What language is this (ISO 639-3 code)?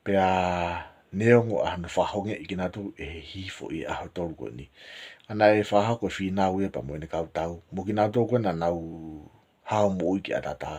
ton